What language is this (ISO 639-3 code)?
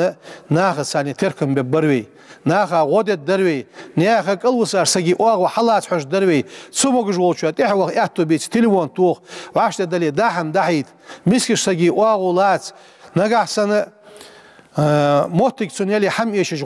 inh